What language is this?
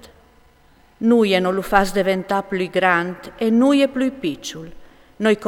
Friulian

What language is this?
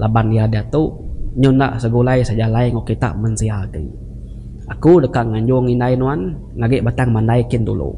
Iban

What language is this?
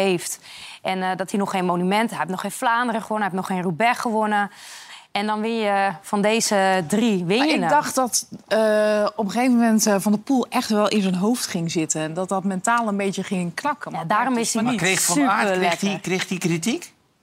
Dutch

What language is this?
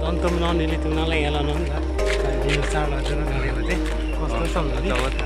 Karbi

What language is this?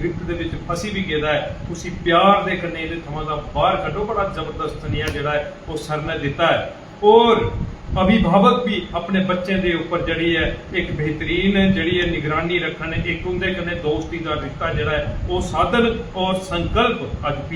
Dogri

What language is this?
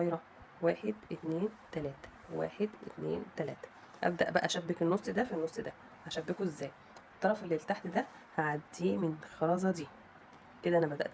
Egyptian Arabic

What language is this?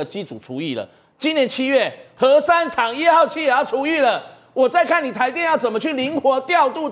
Chinese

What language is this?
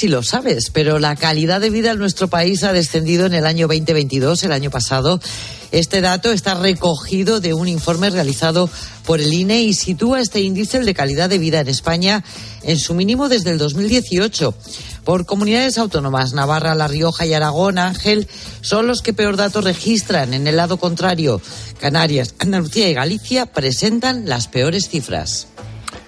Spanish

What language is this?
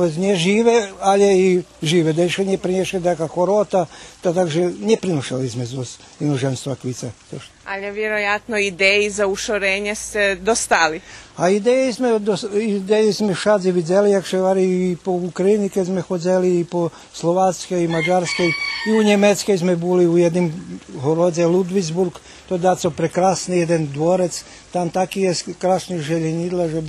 Rusyn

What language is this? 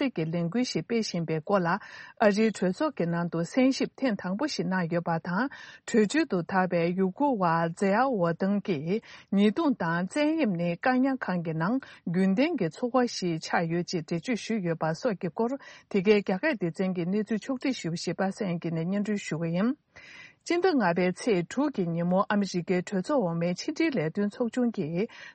Tibetan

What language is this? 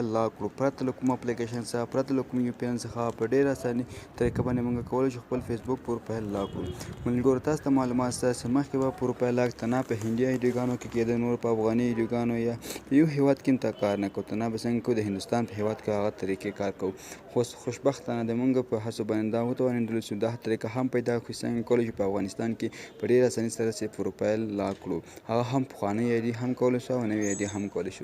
Pashto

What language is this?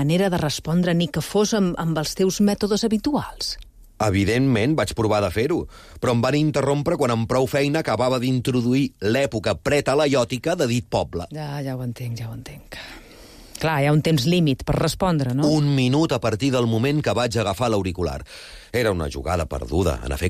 Catalan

